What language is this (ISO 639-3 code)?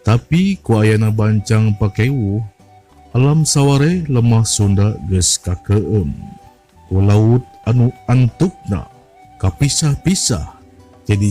sun